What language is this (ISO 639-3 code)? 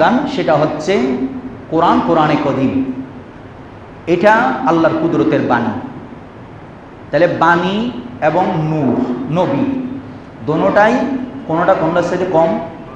ben